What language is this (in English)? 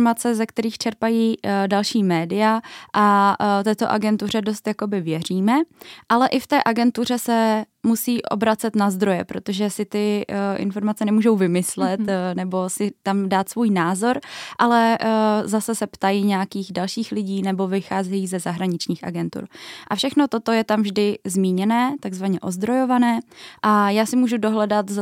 Czech